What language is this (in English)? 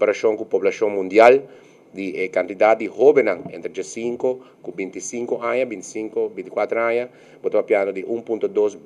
Papiamento